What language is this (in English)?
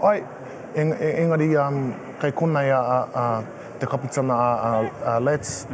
Māori